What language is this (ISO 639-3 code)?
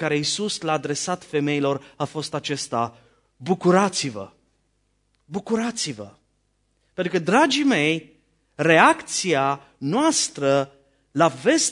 ron